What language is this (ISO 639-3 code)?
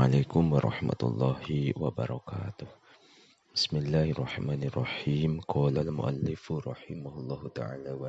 sun